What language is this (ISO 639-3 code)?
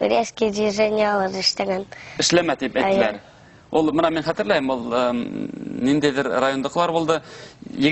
bak